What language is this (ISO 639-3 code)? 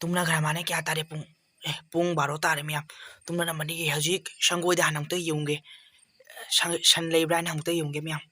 mni